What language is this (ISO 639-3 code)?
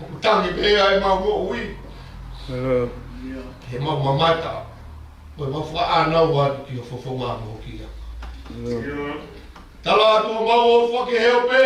ton